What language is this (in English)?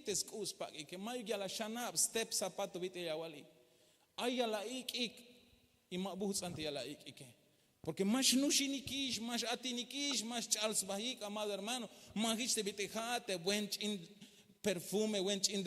Tzeltal